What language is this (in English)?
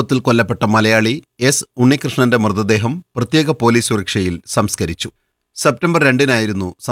Malayalam